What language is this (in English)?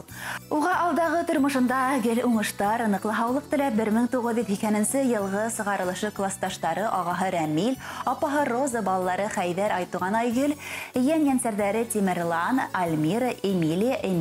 Bashkir